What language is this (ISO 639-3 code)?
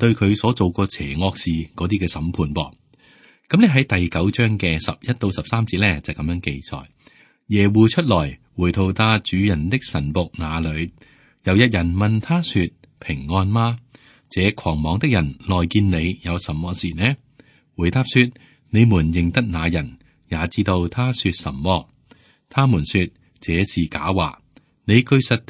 yue